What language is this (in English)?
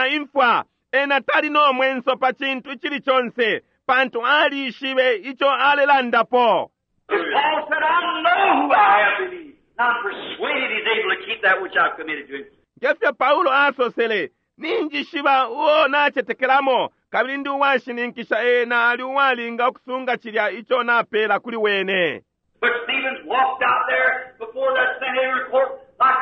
Bemba